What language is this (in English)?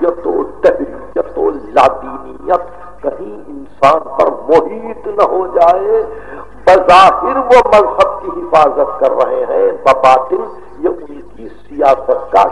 Urdu